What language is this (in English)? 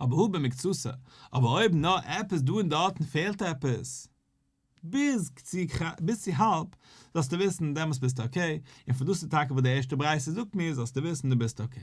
Yiddish